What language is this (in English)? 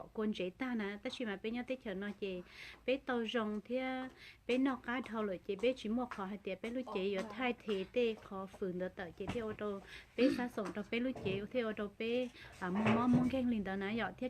Hmong